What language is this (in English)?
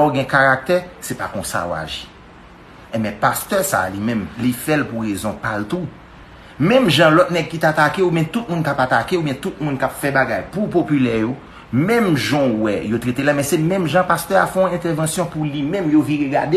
Haitian Creole